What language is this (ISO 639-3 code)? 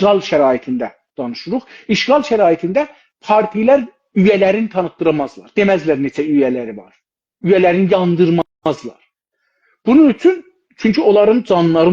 azb